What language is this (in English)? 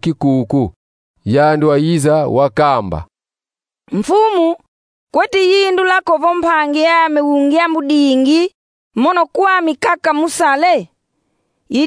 Kongo